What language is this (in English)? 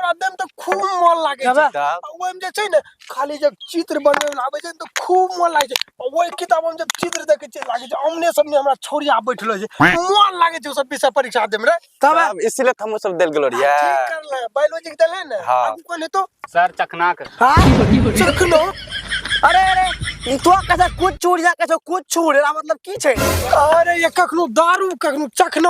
Angika